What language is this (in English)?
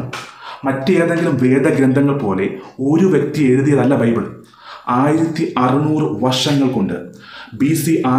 Malayalam